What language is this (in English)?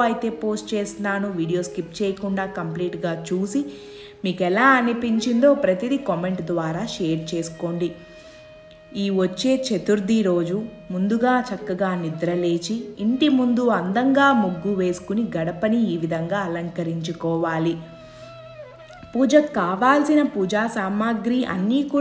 Telugu